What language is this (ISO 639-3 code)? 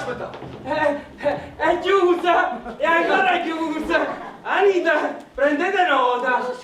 nap